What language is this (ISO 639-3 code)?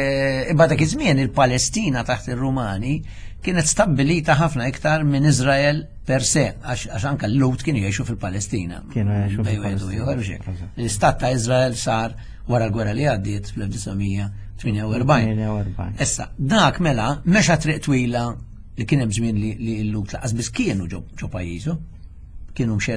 mlt